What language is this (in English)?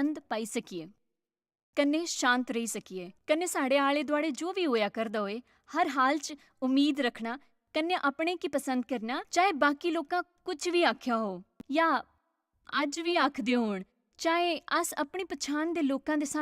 Dogri